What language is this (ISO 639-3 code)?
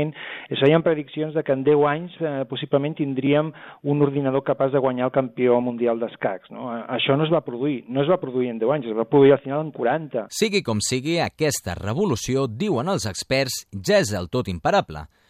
cat